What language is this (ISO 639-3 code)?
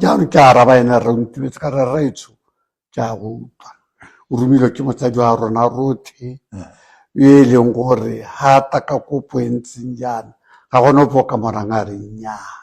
tsn